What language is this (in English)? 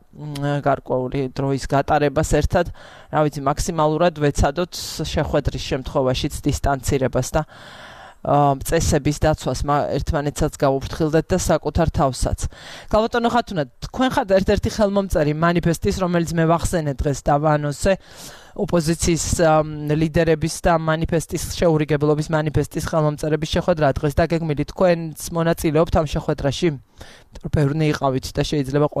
Georgian